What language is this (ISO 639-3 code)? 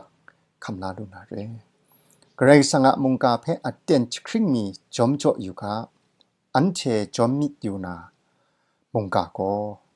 kac